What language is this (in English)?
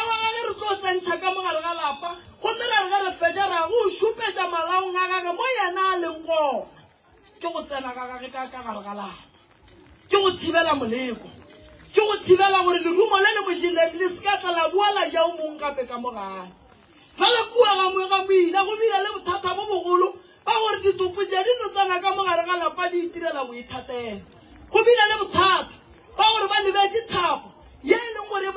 Northern Sotho